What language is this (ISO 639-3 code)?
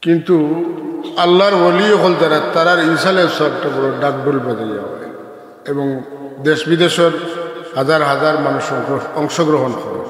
syl